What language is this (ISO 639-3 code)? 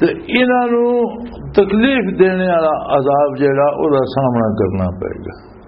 lah